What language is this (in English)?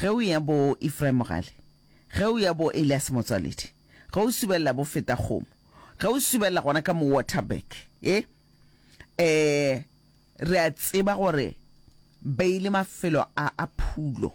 Northern Sotho